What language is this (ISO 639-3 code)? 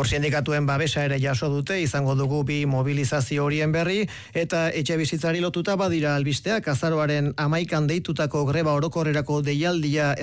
eus